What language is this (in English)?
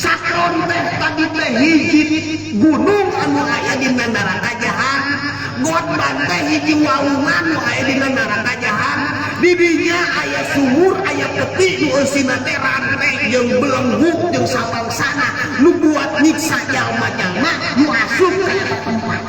Sundanese